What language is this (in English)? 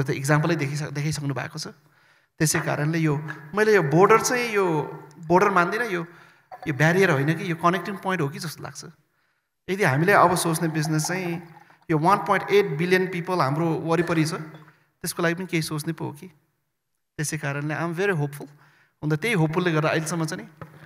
Nepali